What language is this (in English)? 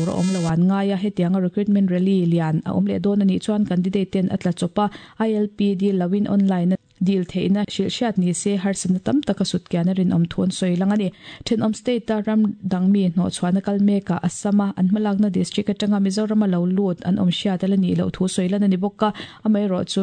Mizo